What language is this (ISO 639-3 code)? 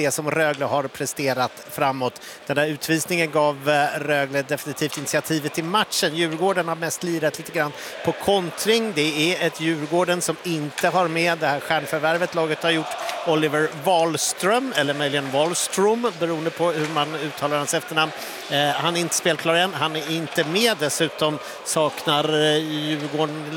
swe